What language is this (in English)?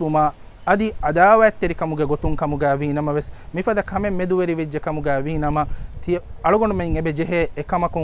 Divehi